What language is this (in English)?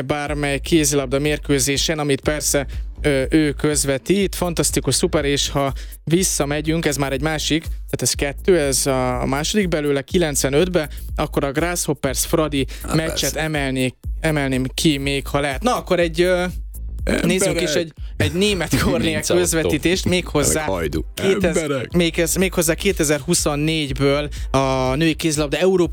Hungarian